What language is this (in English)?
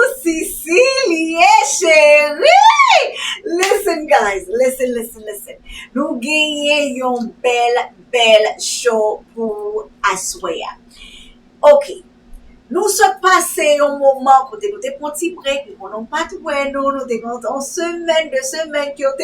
Haitian Creole